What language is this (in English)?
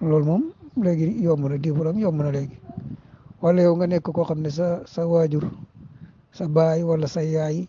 Wolof